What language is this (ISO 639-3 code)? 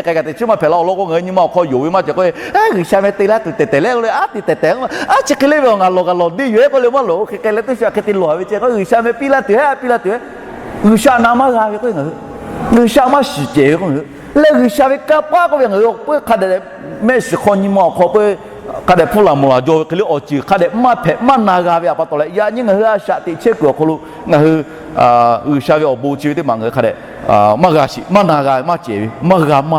lhu